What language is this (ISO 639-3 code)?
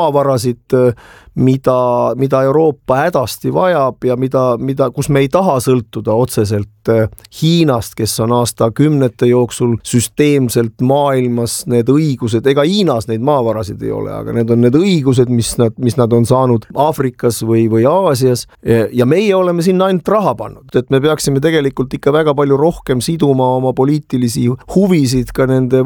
est